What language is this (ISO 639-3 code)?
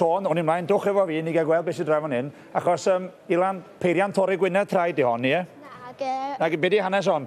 cym